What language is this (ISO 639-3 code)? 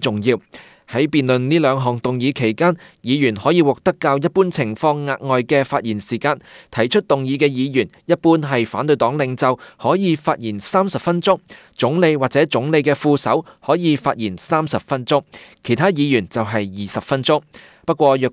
yue